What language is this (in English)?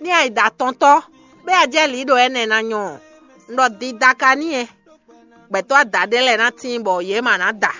Fon